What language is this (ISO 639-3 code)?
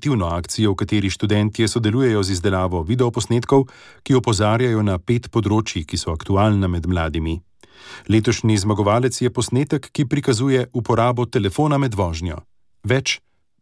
slv